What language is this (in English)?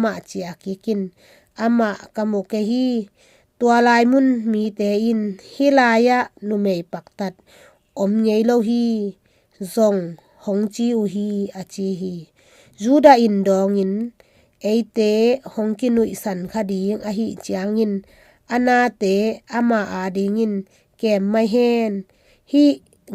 Tedim Chin